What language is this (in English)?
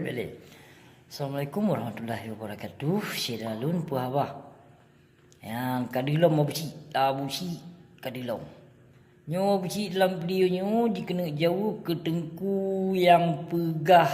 Achinese